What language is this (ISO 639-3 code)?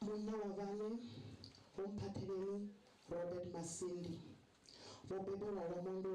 ven